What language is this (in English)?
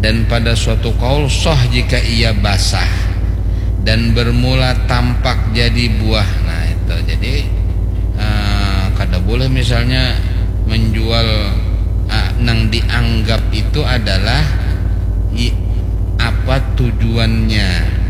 Banjar